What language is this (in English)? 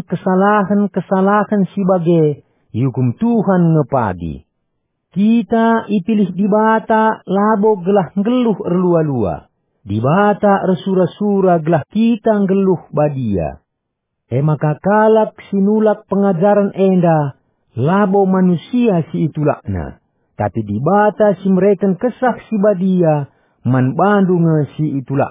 Batak Karo